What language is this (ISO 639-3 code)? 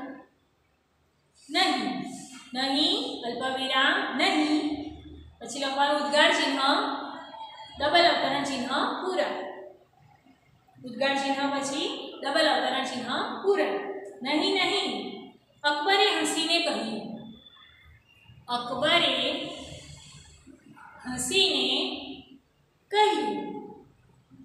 guj